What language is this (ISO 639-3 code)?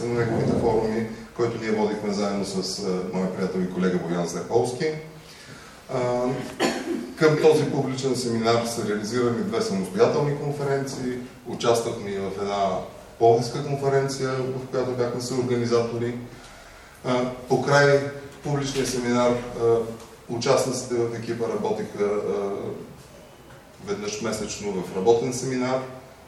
bul